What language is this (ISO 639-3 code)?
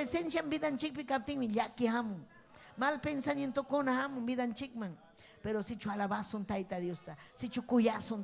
quy